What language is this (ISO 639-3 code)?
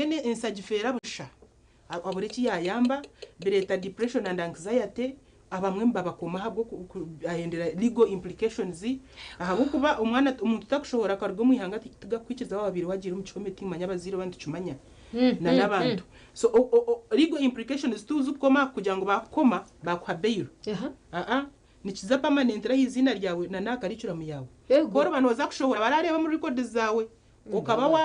nyn